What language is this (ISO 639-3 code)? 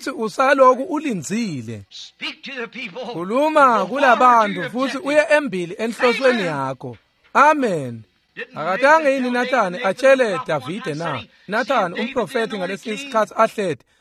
ssw